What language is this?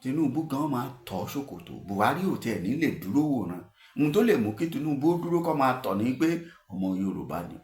Yoruba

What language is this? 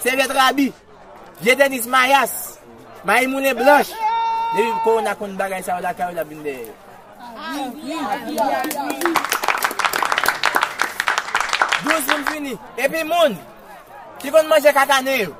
Haitian Creole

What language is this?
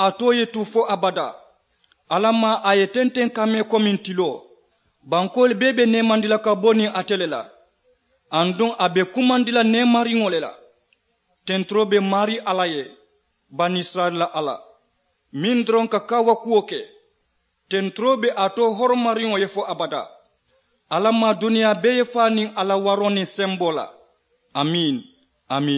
Mandingo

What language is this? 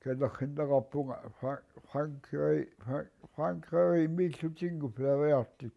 Kalaallisut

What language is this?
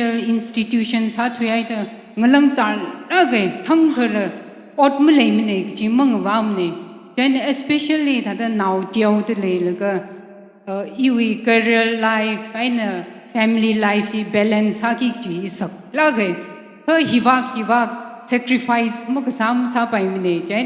Tangkhul Naga (India)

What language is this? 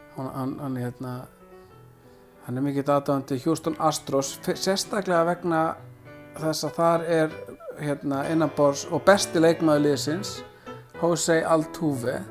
Icelandic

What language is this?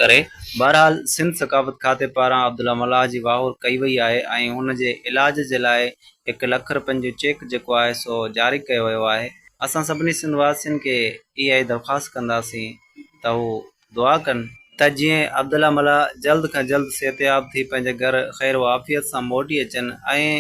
Sindhi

